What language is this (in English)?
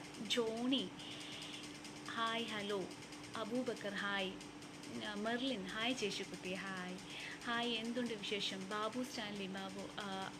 Malayalam